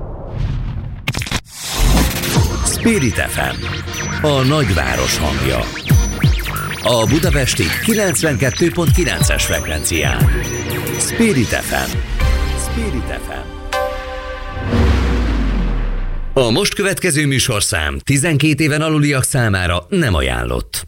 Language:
Hungarian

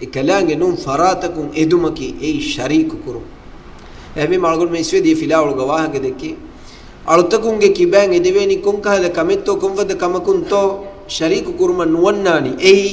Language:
Divehi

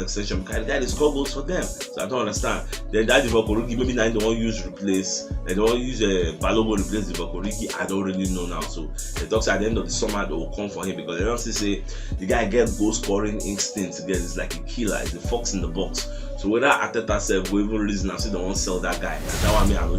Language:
Nigerian Pidgin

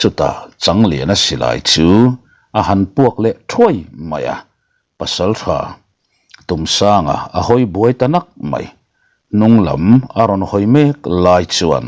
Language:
Mizo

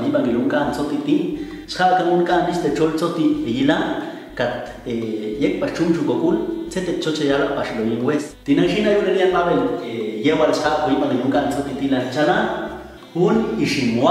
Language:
Popti'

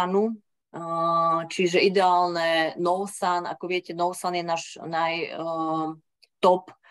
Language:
Slovak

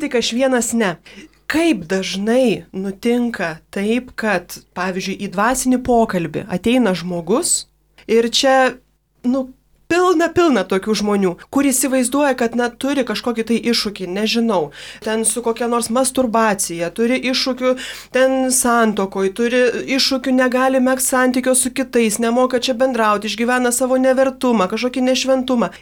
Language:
Lithuanian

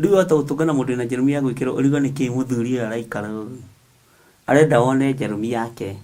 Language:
Kikuyu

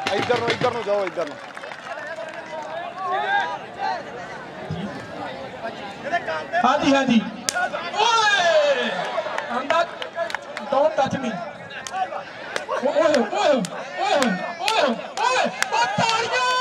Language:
Punjabi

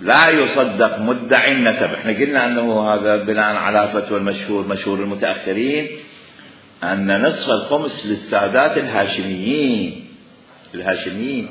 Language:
Mesopotamian Arabic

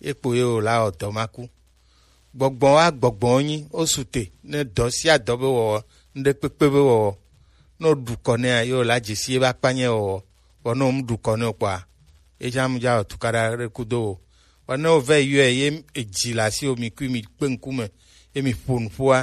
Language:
Gen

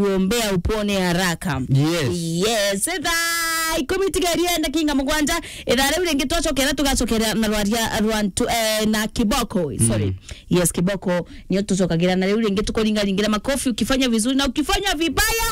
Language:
Meru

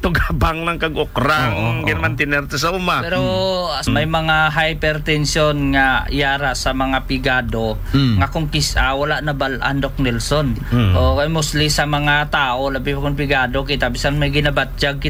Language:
Hiligaynon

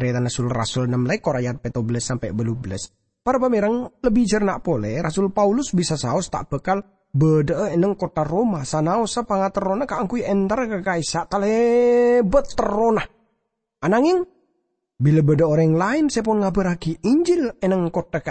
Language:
Madurese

